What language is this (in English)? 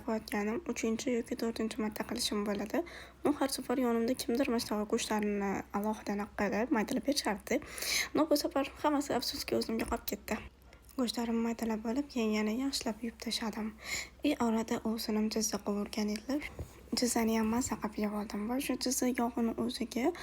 Uzbek